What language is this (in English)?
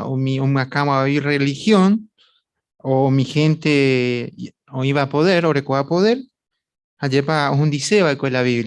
Guarani